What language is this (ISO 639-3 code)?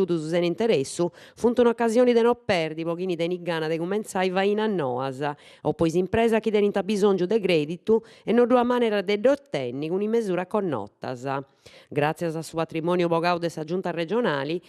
srd